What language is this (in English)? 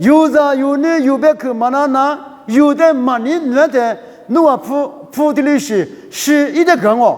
Lisu